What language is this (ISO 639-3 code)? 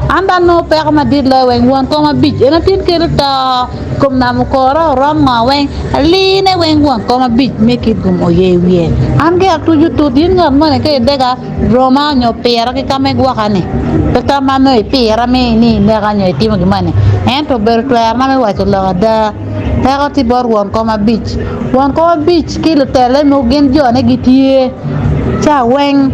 ach